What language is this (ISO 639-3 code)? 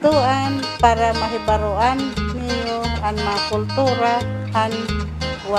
war